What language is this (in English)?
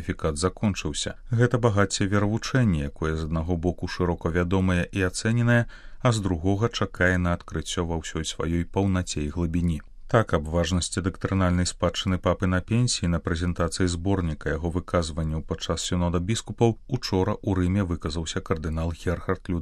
Belarusian